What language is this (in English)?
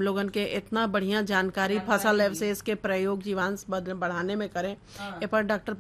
Bhojpuri